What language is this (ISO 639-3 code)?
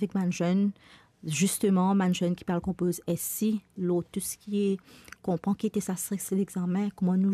mfe